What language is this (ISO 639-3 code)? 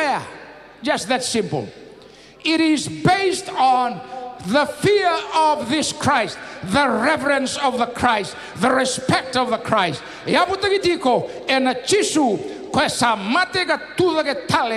fij